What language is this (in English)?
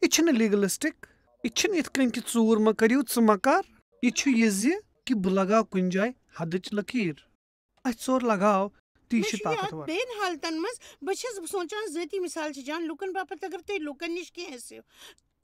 Kashmiri